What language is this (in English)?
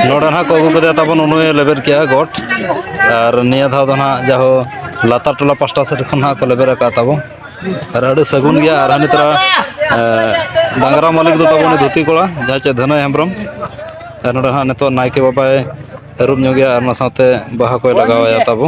Santali